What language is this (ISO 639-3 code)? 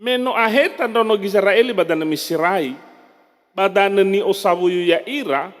nia